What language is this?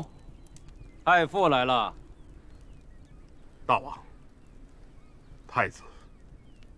Chinese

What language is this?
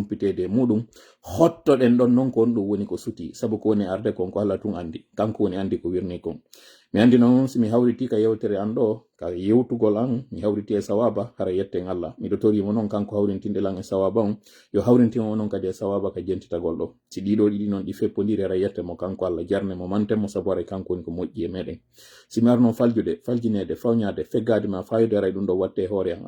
Pular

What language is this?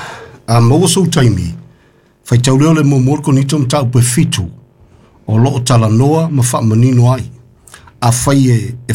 Samoan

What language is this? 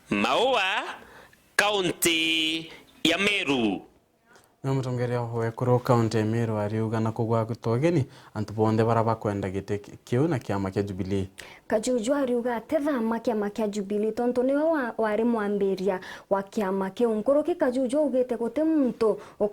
Meru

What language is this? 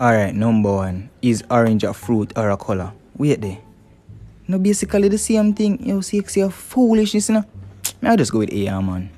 Jamaican Creole English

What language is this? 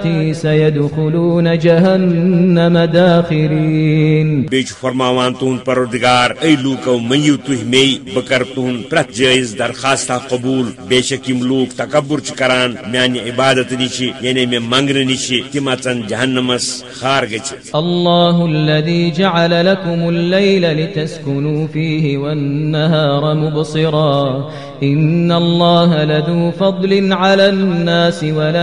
Kashmiri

